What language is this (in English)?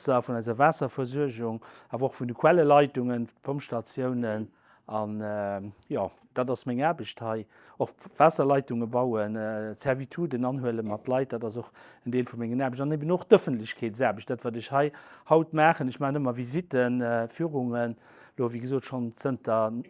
Luxembourgish